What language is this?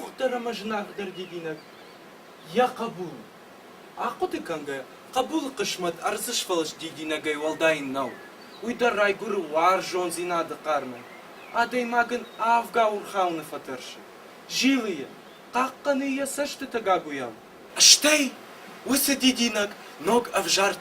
Ossetic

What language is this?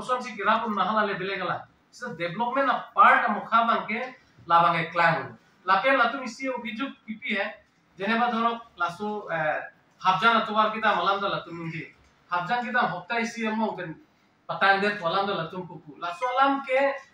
Karbi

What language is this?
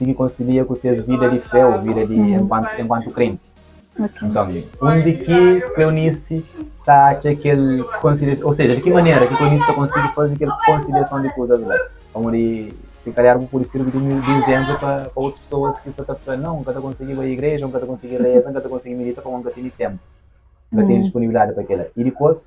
Kabuverdianu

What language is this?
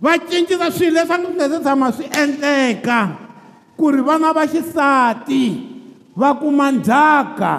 Tsonga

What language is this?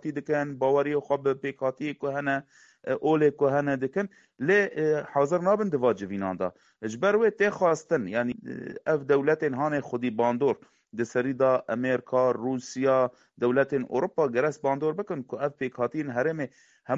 Kurdish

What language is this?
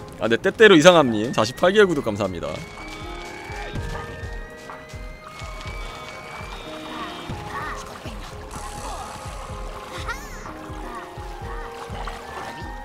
Korean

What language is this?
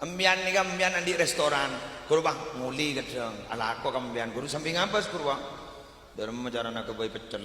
Madurese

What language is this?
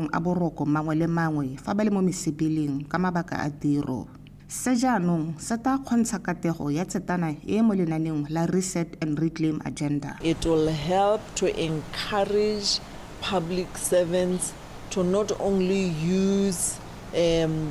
Tswana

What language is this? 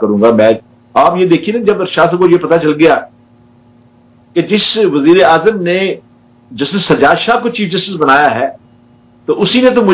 Urdu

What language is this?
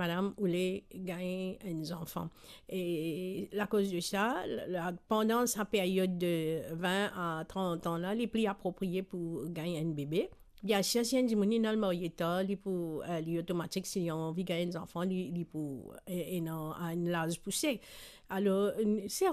Morisyen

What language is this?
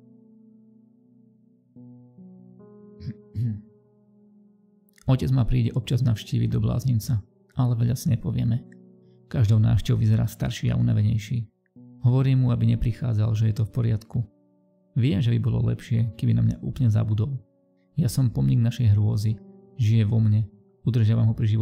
Slovak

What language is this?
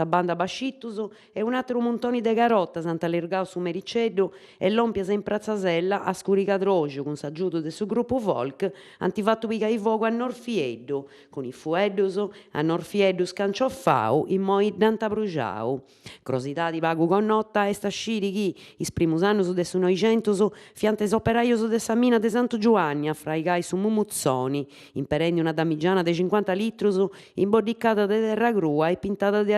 Sardinian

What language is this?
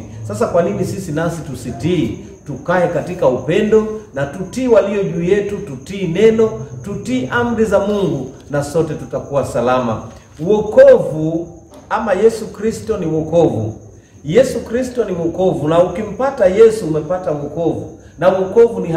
Swahili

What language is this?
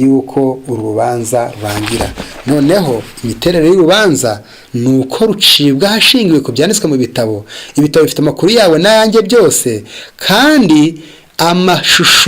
Kinyarwanda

